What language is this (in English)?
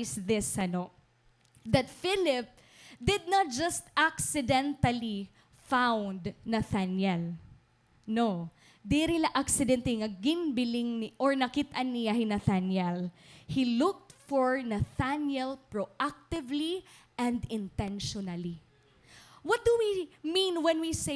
Waray